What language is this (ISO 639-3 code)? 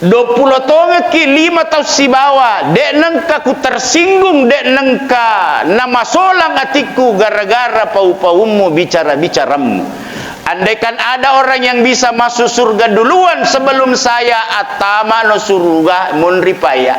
bug